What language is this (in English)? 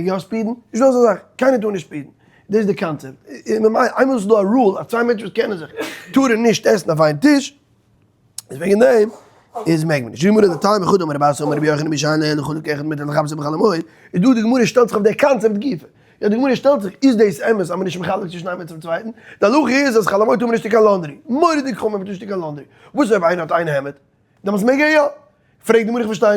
Yiddish